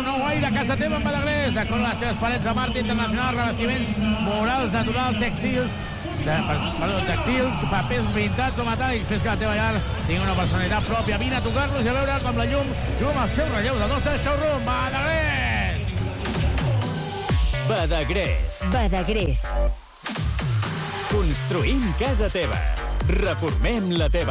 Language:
Catalan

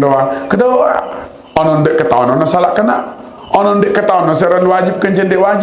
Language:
Sasak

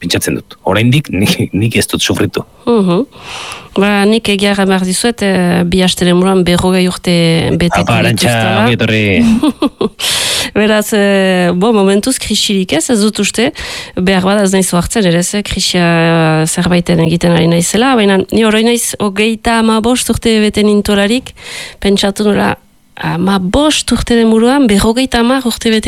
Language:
Basque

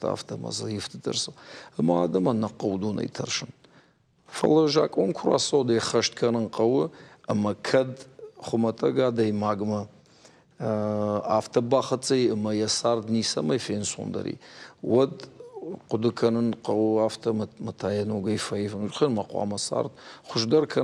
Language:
Ossetic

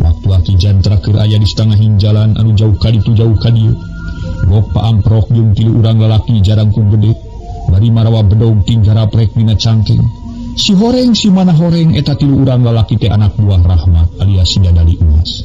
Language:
Sundanese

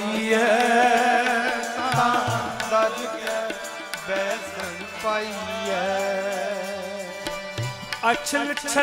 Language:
Punjabi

